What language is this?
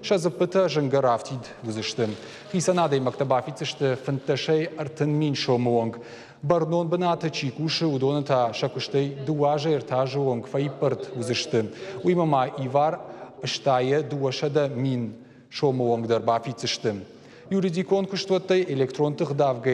Ossetic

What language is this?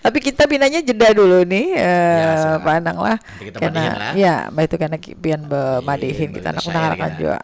Banjar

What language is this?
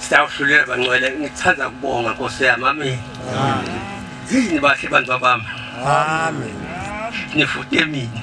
Zulu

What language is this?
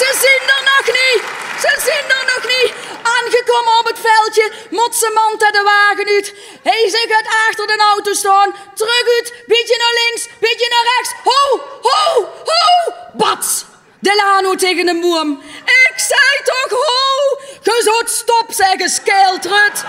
Limburgish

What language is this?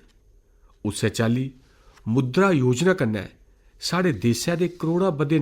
Dogri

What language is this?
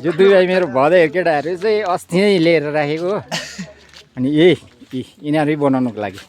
Nepali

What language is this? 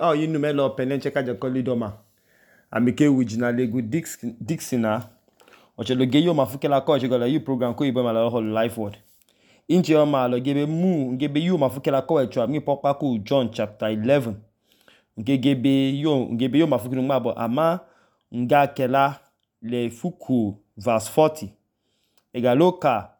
Idoma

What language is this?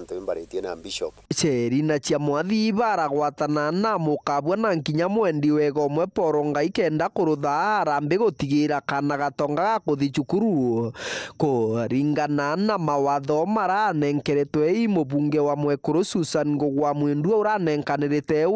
Meru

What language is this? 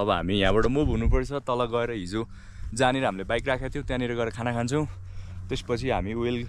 Nepali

